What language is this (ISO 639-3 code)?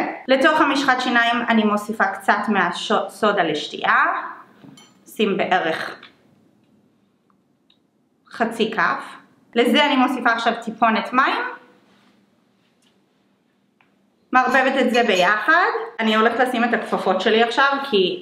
heb